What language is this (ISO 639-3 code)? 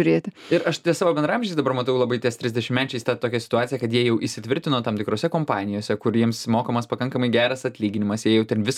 lit